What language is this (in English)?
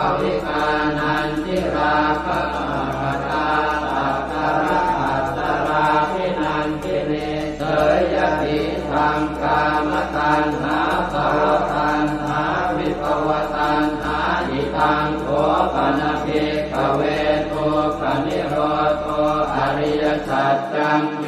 Pali